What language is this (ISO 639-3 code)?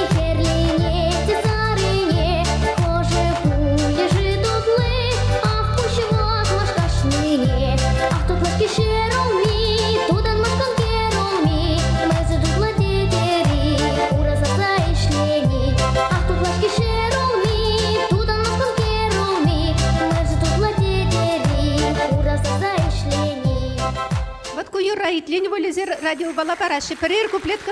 chv